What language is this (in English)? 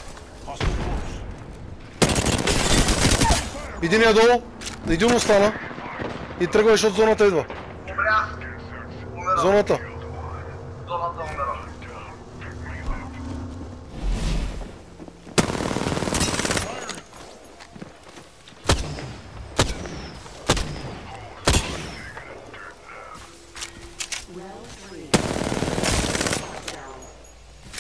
Bulgarian